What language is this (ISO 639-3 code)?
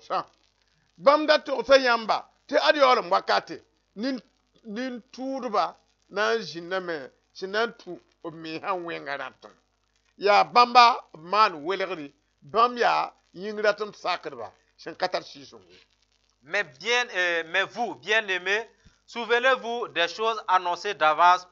mos